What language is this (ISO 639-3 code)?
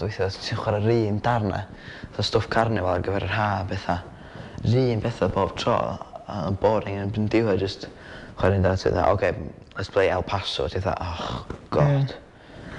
cym